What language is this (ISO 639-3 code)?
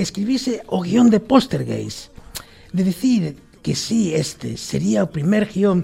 glg